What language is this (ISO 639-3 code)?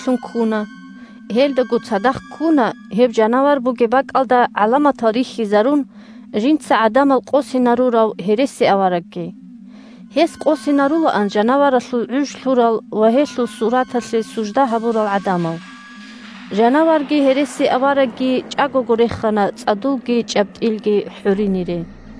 ava